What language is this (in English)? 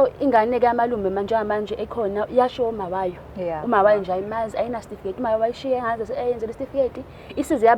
Zulu